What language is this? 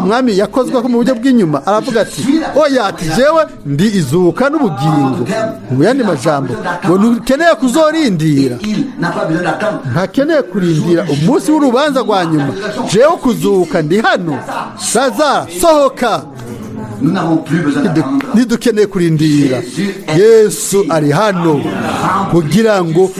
Rundi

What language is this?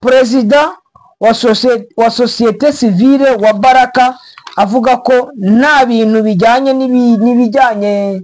Kinyarwanda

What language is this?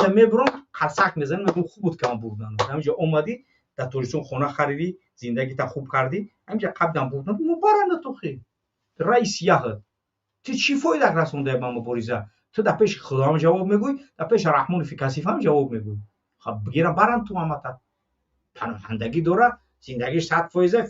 Tajik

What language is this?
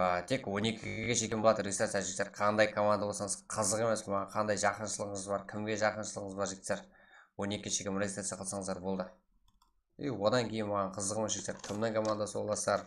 Kara-Kalpak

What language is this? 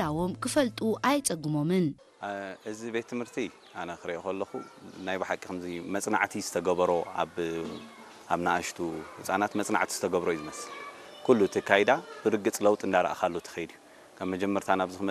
Tigrinya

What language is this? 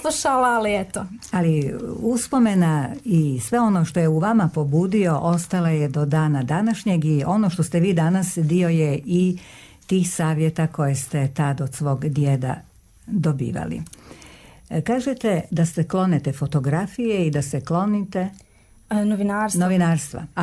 Croatian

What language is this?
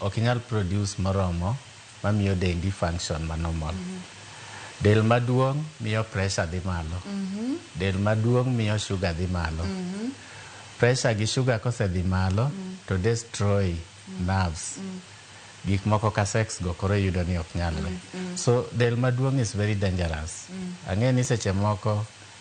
Luo (Kenya and Tanzania)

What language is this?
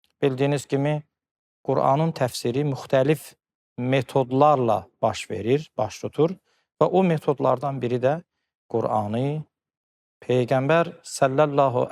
Azerbaijani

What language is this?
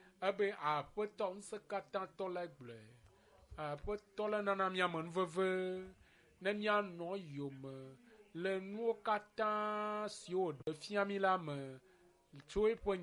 Ewe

